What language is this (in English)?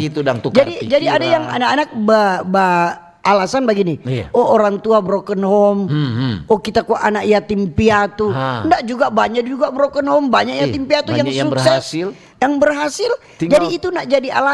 Manado Malay